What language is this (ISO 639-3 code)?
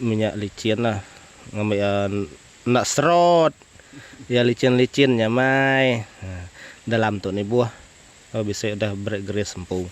iba